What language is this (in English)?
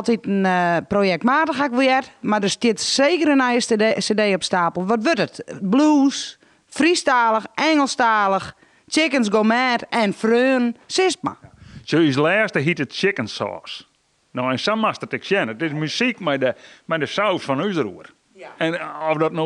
Western Frisian